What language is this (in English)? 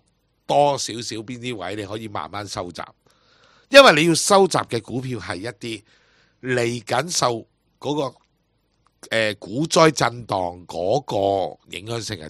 Cantonese